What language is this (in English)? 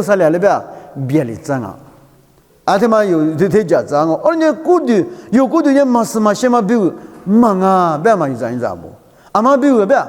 Lisu